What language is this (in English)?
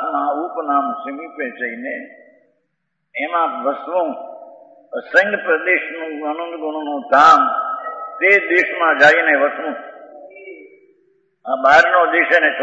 Gujarati